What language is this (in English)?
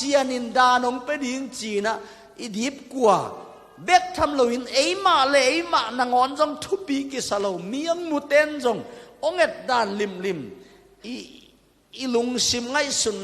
Tedim Chin